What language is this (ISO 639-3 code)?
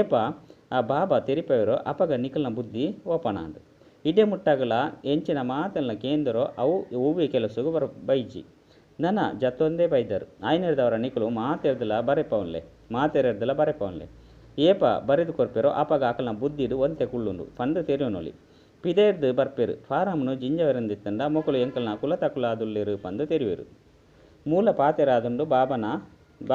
tcy